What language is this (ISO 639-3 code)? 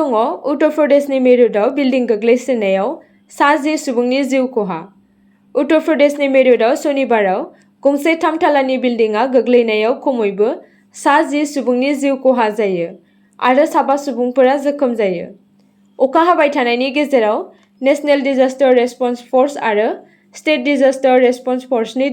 brx